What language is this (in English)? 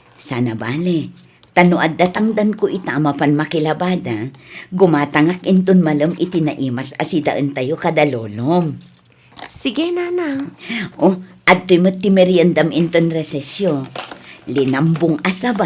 Iloko